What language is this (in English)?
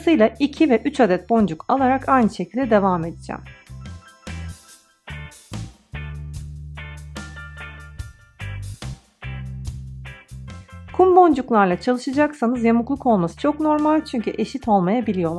Turkish